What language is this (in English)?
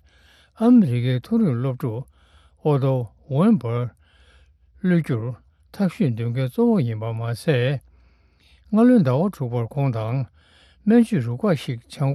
Tibetan